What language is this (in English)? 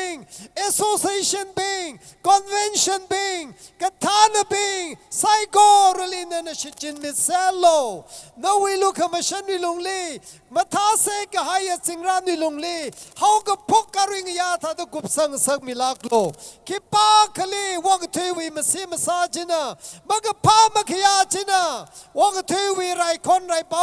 Tangkhul Naga (India)